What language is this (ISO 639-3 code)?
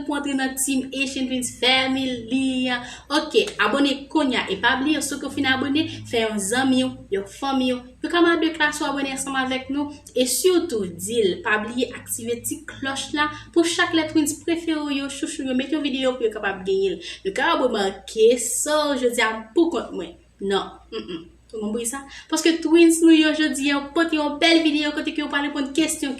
hat